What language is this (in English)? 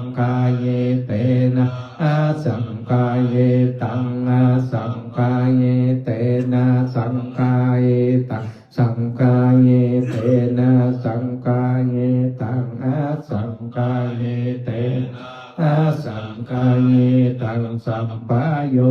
Pali